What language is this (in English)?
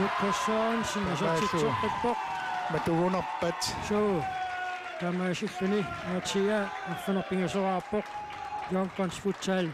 Kalaallisut